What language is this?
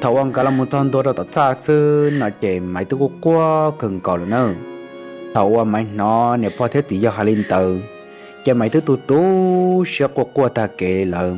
Hmong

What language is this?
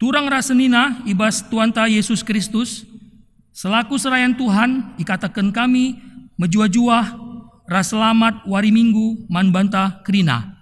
Batak Karo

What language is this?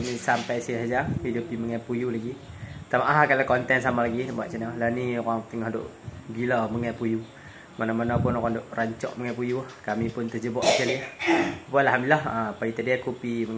Malay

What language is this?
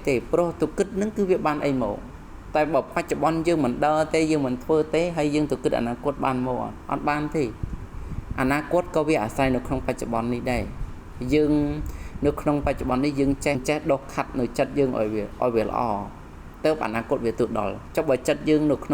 Khmer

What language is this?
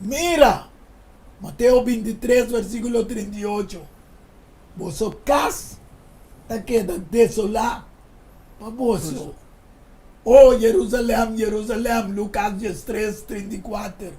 Papiamento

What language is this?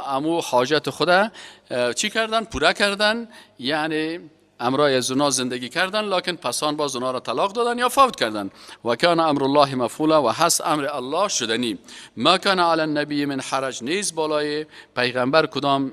Persian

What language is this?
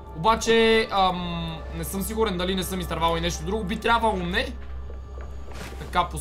Bulgarian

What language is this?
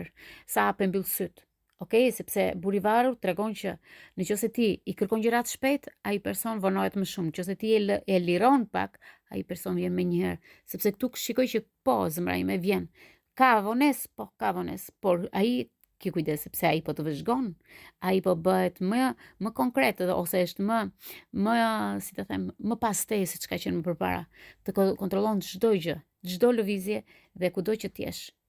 Albanian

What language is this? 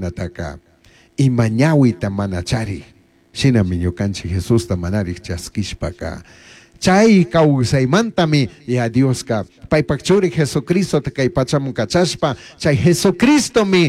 Chimborazo Highland Quichua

